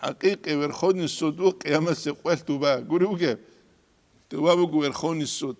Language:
Avaric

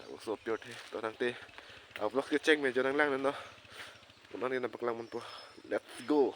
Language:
Karbi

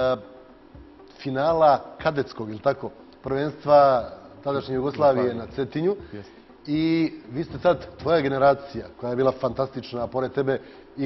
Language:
Serbian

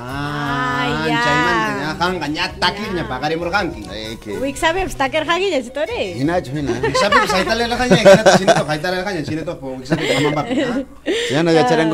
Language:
Ayacucho Quechua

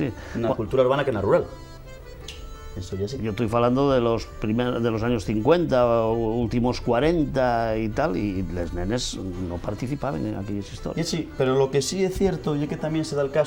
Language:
Asturian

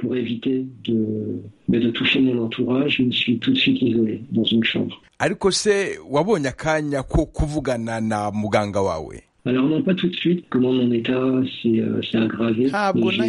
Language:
Kinyarwanda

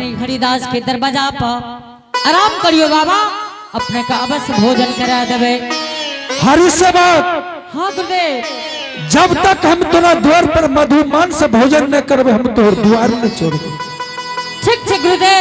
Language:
Angika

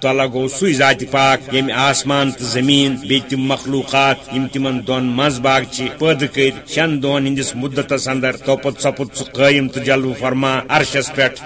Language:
Kashmiri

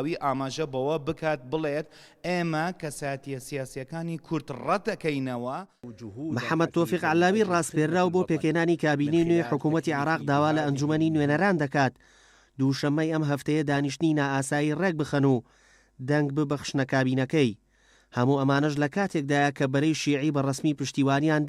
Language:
Central Kurdish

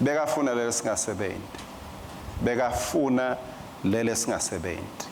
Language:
Swati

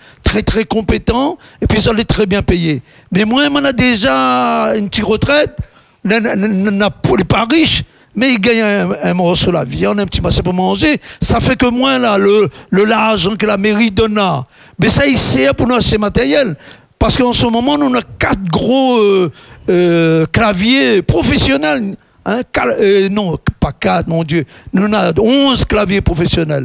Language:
Réunion Creole French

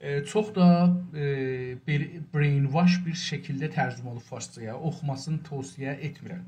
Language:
South Azerbaijani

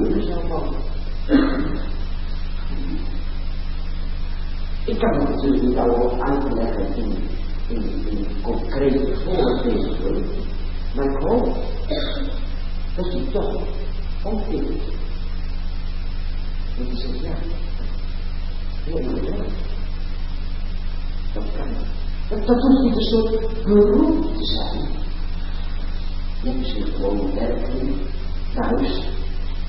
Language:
Dutch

